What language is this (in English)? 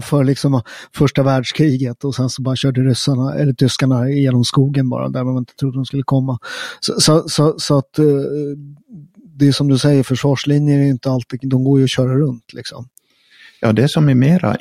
Swedish